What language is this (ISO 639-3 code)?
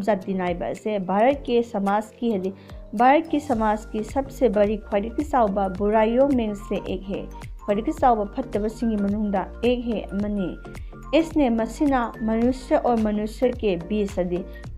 mni